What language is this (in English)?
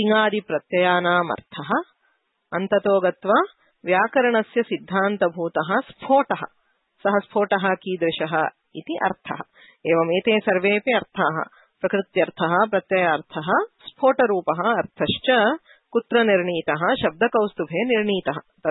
Sanskrit